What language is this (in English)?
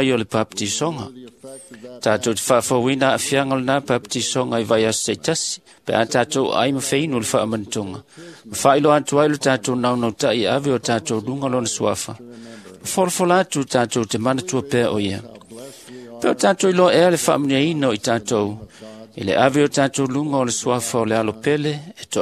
Samoan